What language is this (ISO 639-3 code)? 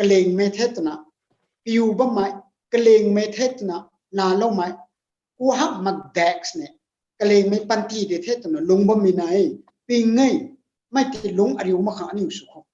nbu